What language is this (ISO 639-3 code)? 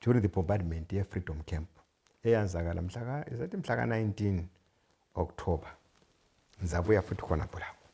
nde